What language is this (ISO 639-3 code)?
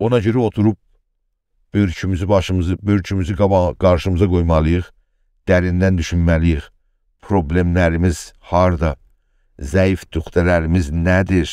azb